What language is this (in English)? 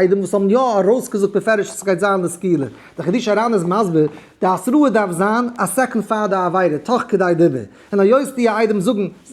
Yiddish